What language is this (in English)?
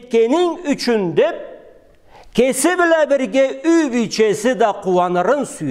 Karachay-Balkar